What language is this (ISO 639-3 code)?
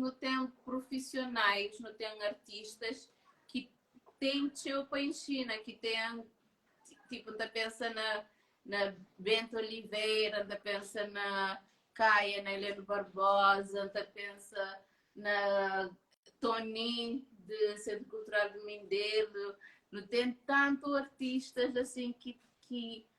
kea